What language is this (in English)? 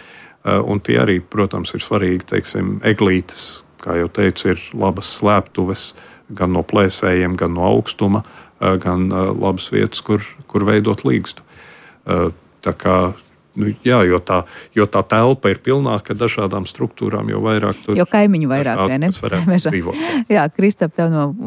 Latvian